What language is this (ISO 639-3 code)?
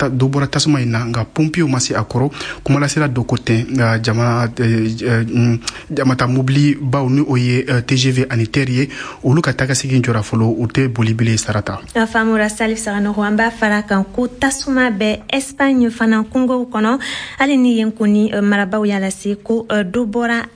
bam